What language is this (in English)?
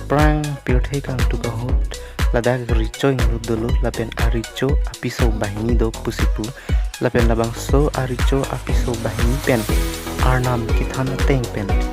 Karbi